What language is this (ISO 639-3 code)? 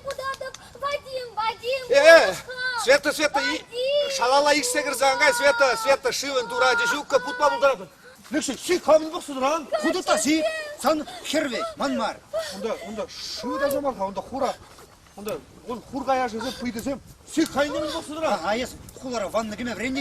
chv